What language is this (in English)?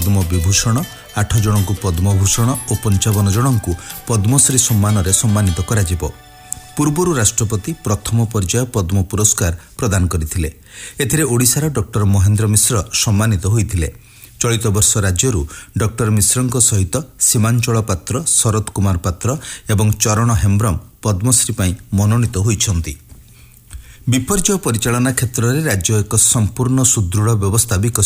Odia